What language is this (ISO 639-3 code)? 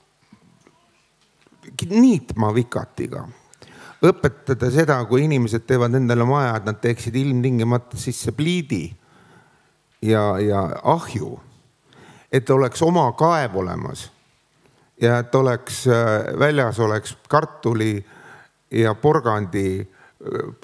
est